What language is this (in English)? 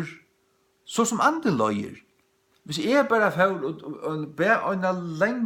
Faroese